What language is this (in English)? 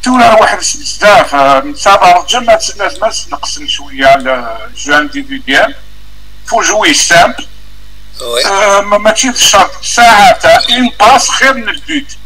Kabyle